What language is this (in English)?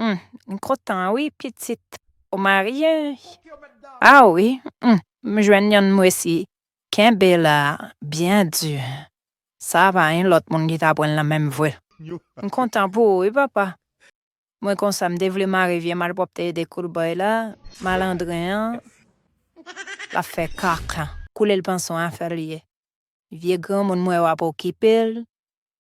Haitian Creole